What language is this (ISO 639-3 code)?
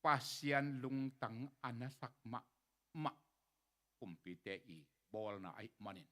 ctd